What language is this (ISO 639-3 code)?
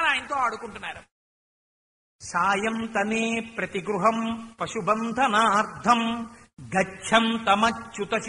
tel